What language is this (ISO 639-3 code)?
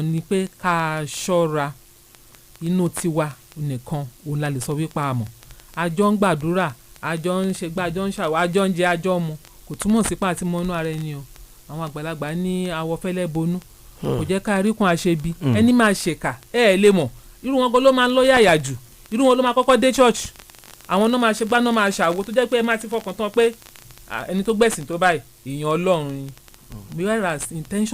yor